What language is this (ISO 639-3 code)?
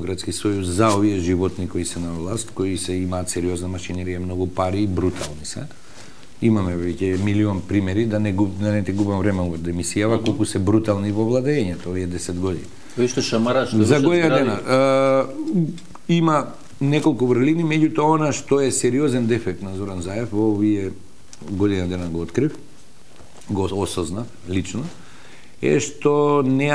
mkd